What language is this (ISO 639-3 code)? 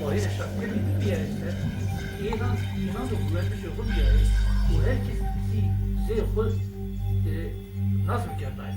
zza